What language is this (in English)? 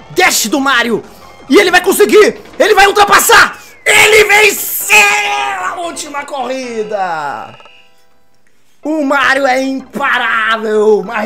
Portuguese